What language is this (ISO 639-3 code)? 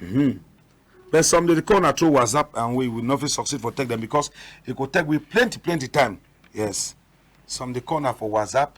wes